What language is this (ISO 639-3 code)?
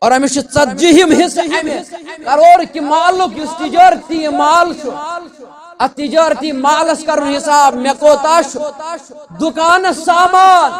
kas